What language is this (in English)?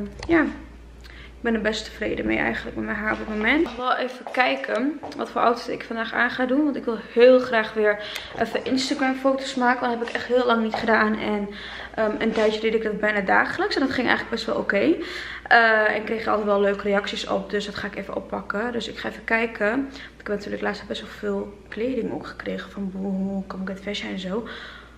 Dutch